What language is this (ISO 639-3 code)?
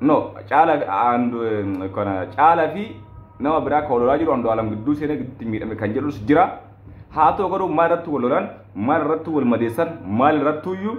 orm